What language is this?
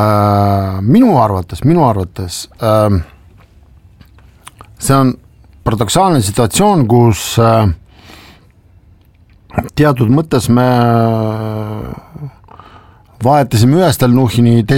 Estonian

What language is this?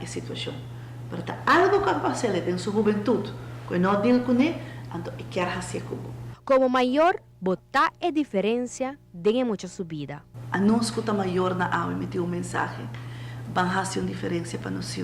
Papiamento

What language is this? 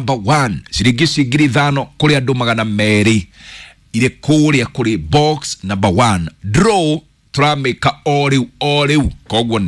Kikuyu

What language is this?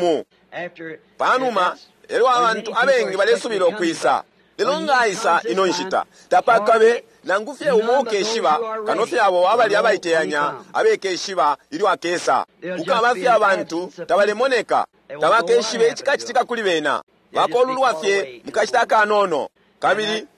Bemba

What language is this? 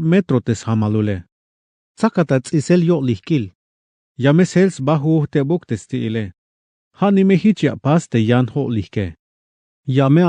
Tzeltal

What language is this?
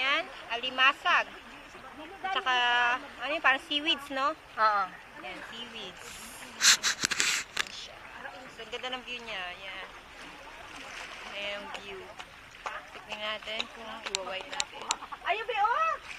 Filipino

